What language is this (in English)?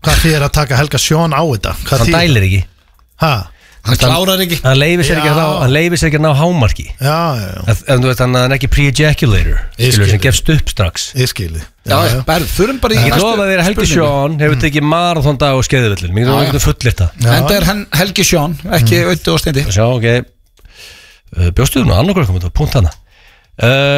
Icelandic